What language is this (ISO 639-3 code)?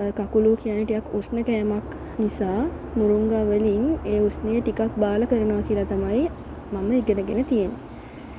sin